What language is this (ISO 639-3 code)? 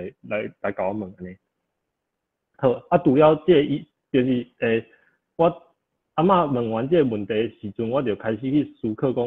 nan